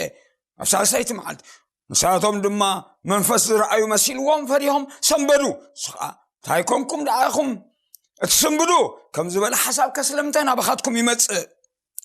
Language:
Tigrinya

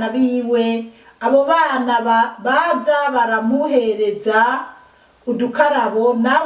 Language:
Rundi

